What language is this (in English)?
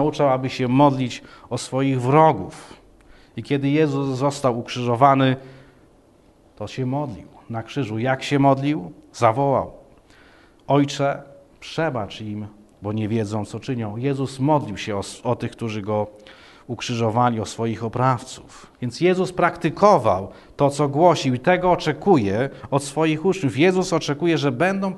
Polish